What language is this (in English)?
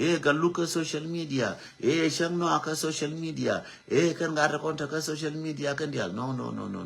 Nuer